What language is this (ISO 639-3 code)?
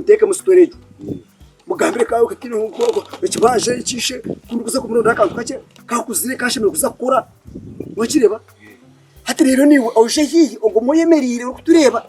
nyn